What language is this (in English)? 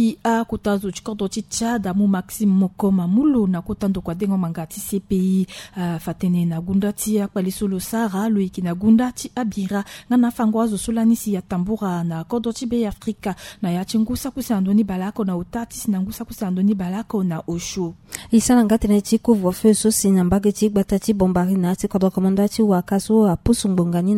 Sango